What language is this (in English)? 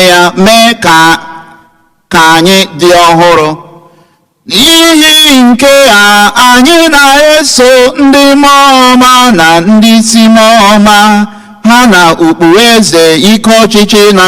Igbo